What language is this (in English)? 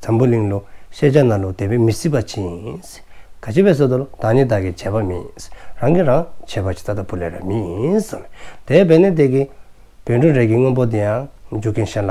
Dzongkha